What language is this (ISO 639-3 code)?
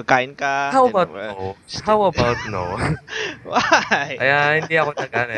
fil